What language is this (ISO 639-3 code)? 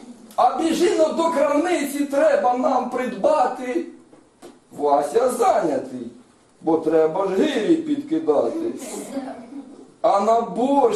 ukr